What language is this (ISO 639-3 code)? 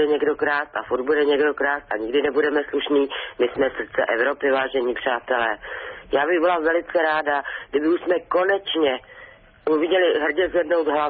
ces